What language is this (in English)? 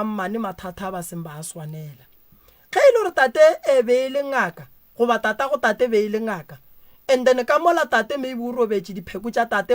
Northern Sotho